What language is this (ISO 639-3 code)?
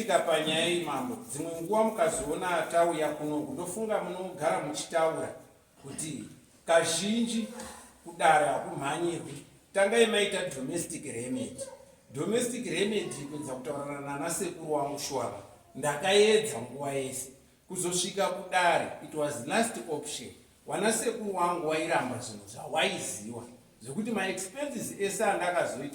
sna